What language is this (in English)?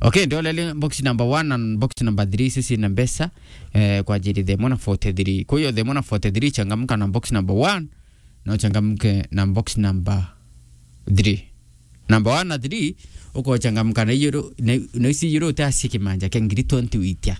Meru